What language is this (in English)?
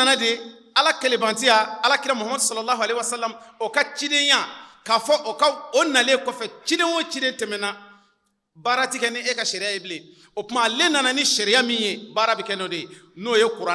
Bambara